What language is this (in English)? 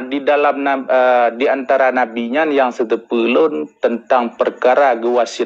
Achinese